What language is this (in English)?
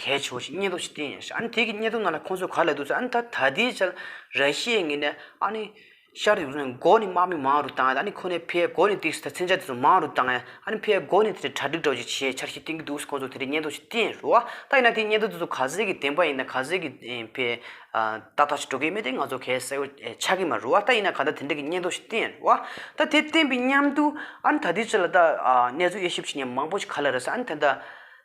Tibetan